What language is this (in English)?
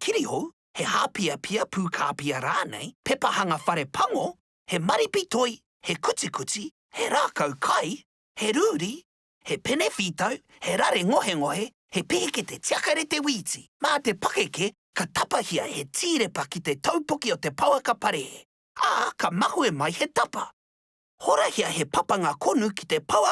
Māori